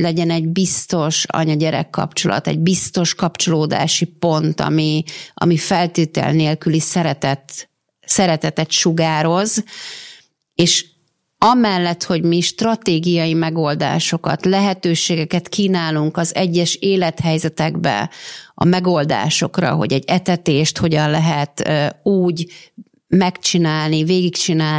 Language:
Hungarian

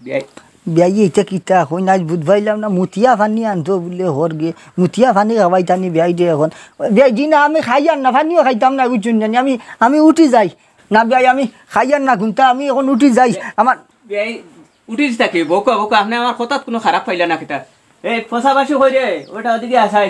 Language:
Sylheti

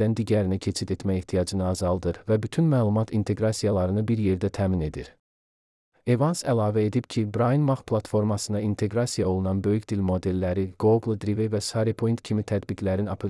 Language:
Azerbaijani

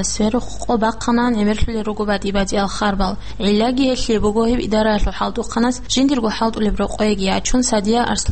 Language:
Avaric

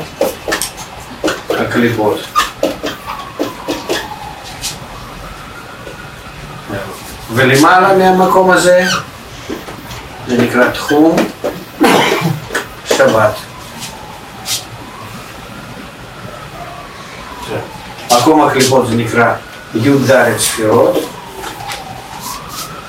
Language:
Hebrew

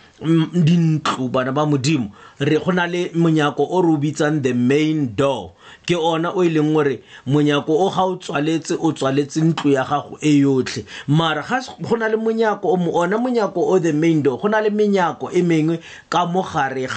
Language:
Tswana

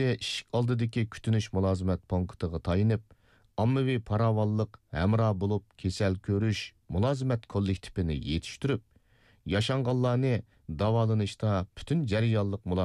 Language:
Uyghur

